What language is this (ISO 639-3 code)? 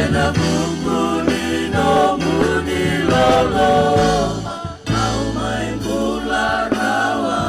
fij